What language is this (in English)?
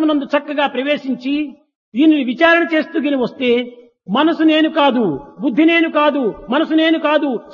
Telugu